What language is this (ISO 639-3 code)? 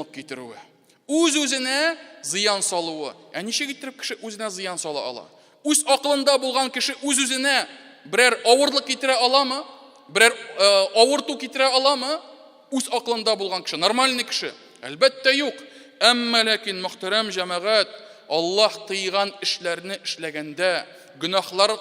tat